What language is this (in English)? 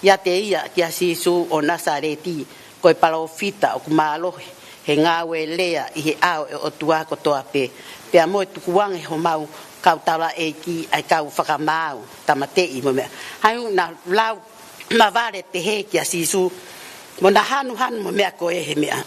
Tongan